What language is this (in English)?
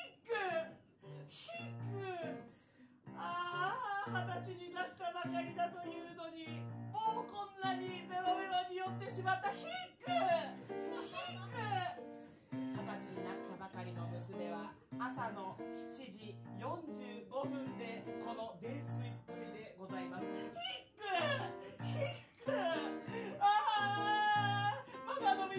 Japanese